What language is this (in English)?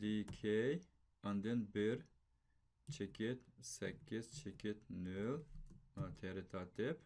Uyghur